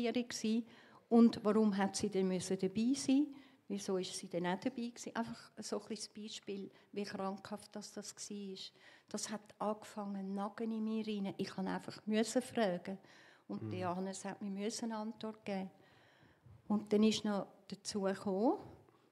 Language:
Swiss German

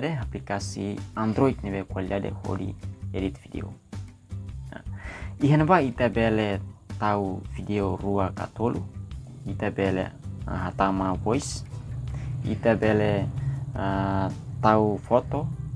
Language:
Tetum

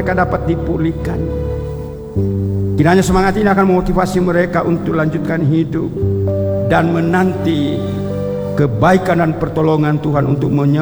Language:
Indonesian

